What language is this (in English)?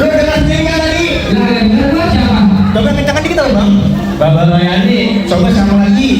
Betawi